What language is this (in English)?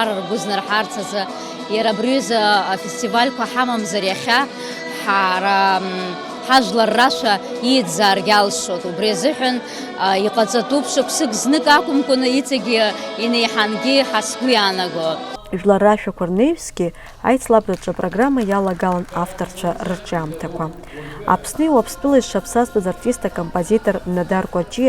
Abkhazian